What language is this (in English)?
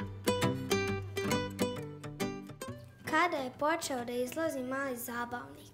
Serbian